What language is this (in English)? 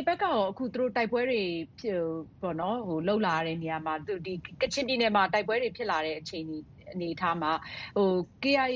Burmese